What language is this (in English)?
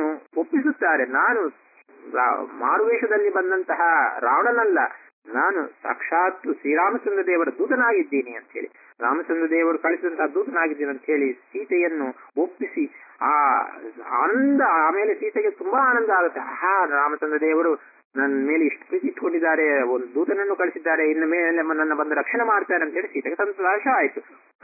Kannada